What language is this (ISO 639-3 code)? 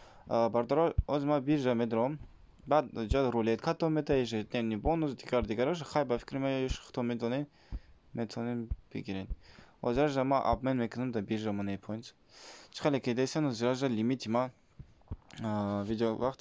tgk